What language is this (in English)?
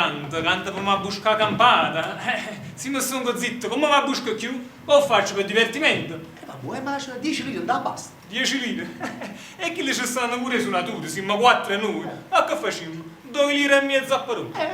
Neapolitan